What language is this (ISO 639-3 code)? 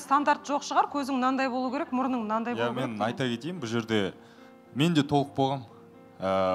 kaz